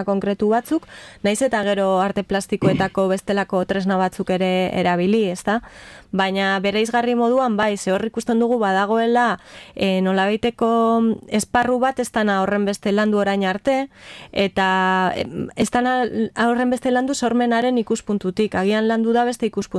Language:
Basque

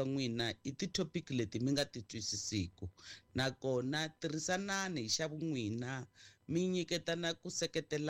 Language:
Tsonga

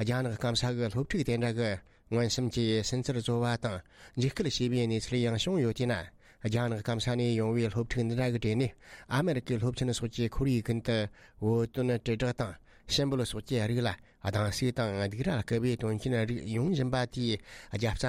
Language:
Tibetan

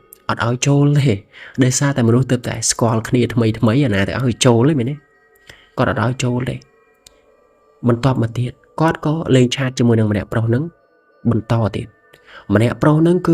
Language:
Khmer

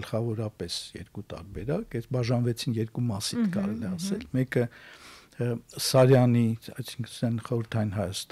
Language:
Armenian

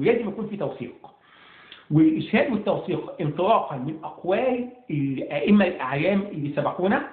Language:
Egyptian Arabic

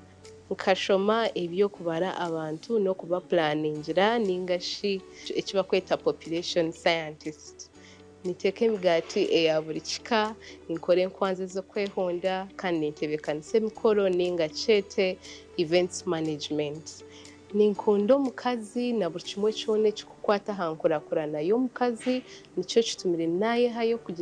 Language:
Nyankole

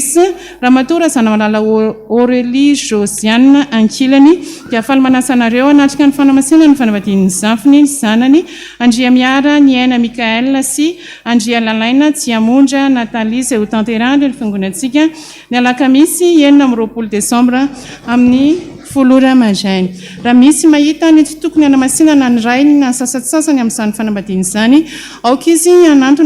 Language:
Malagasy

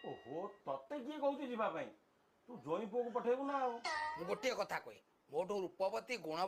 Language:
Odia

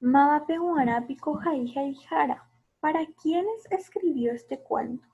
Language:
Guarani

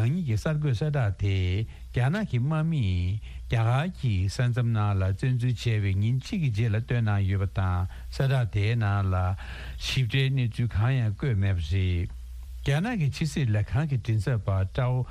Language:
Tibetan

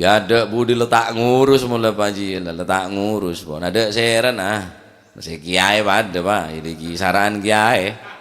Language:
Madurese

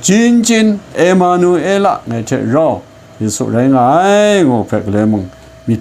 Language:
Kachin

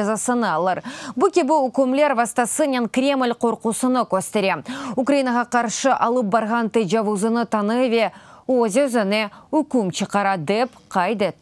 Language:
Crimean Tatar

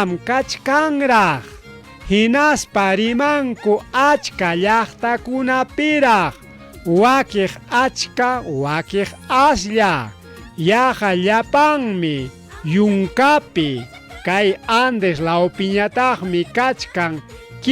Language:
Ayacucho Quechua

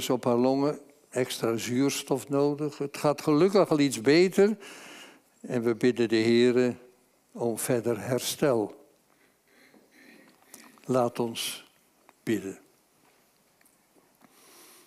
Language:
Dutch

